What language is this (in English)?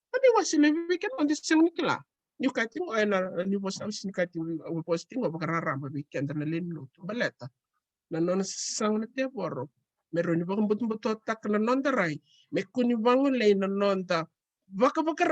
Fijian